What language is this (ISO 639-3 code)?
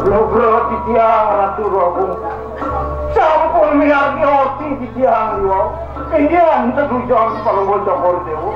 ban